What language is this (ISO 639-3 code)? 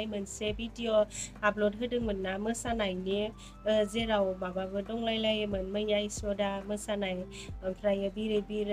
brx